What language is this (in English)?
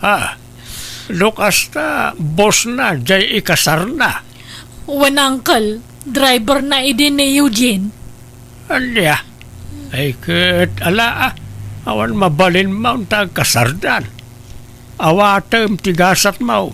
Iloko